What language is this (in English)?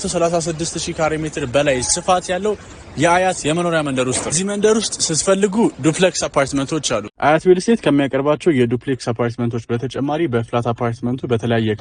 Amharic